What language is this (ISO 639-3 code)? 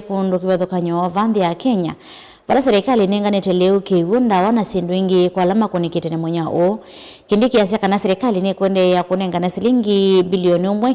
kam